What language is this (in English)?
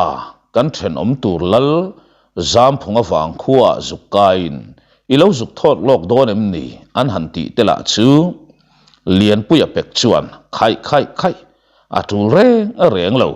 Mizo